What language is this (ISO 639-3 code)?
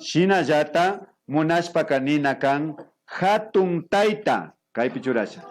qvi